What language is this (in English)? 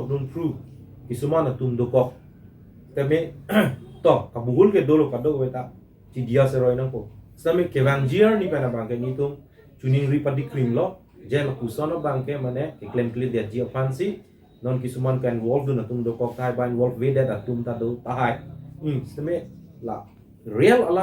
Karbi